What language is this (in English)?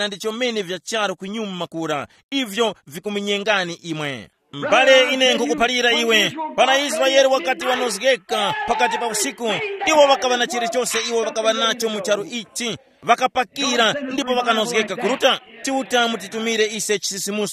Tumbuka